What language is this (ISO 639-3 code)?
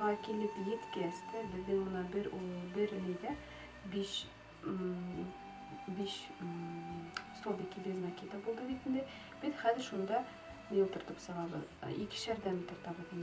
bak